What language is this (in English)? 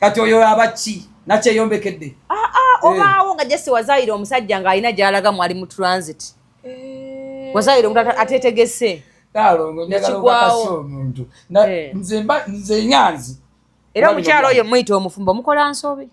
Ganda